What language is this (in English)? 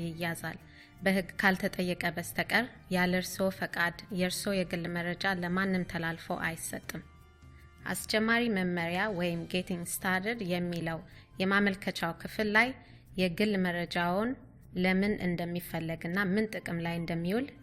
Amharic